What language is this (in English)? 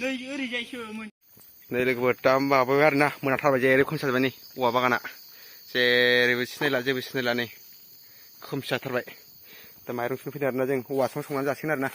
Bodo